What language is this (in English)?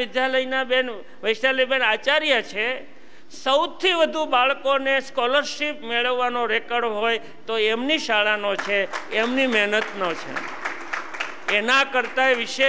Gujarati